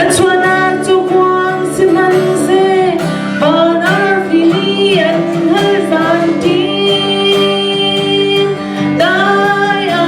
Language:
Hakha Chin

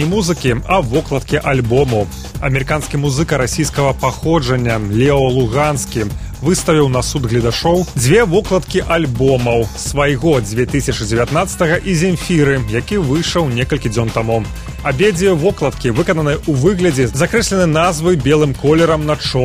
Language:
Belarusian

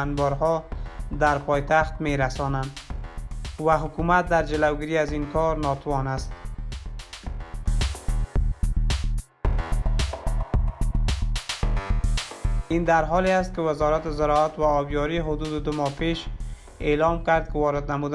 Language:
Persian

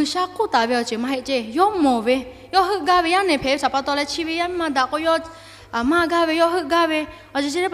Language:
Lahu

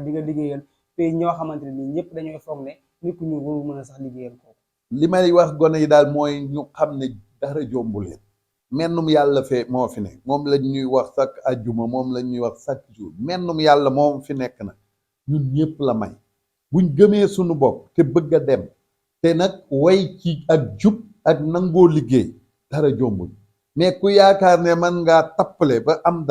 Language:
Wolof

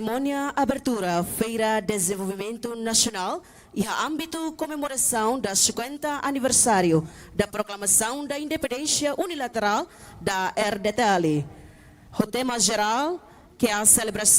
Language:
Tetum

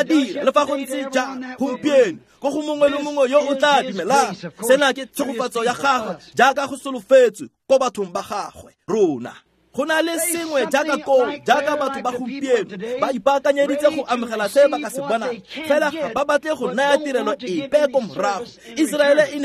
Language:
Tswana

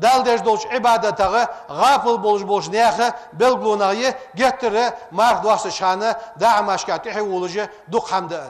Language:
Ingush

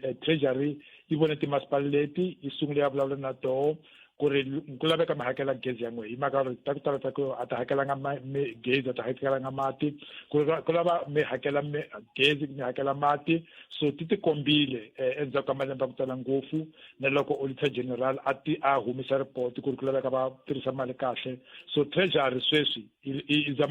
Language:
Tsonga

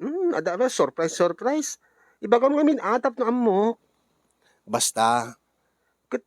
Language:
Iloko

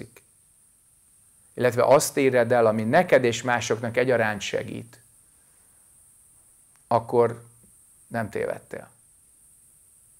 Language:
Hungarian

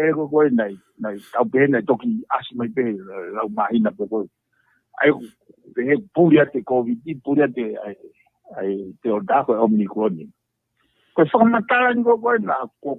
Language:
Tongan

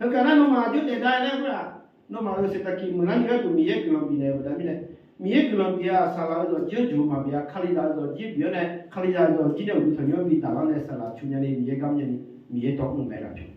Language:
Akha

